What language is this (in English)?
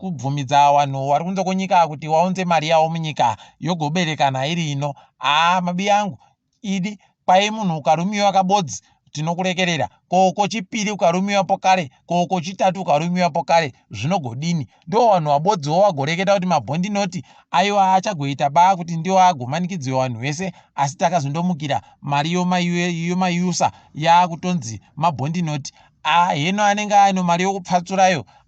Ndau